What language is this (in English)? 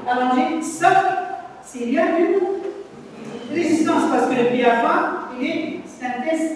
French